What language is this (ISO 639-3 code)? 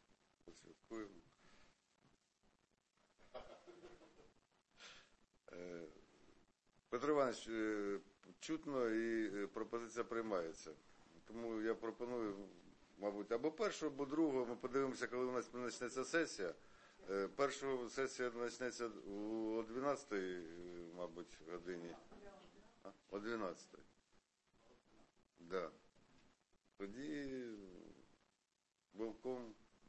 ukr